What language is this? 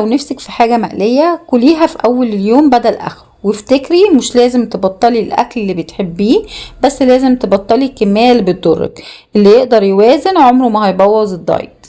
Egyptian Arabic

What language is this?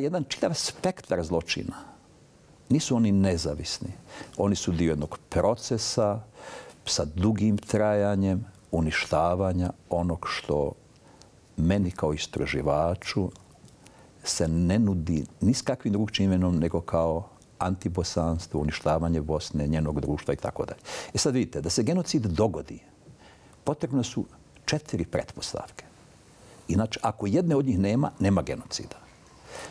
Bosnian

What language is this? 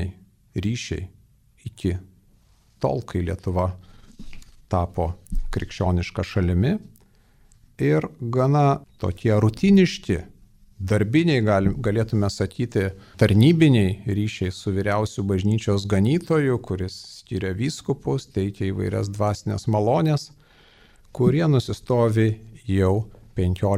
Lithuanian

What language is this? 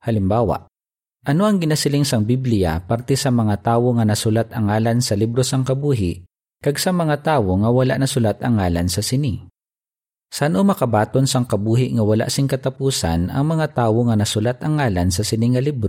Hiligaynon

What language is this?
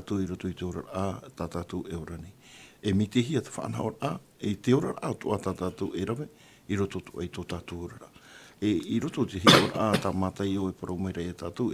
Tahitian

